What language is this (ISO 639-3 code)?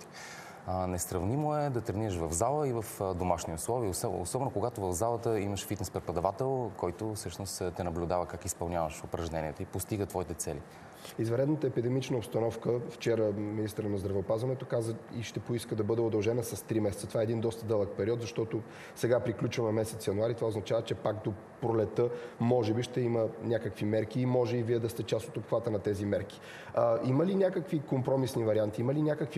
bul